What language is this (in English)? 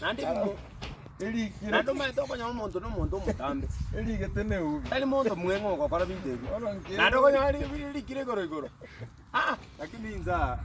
Gusii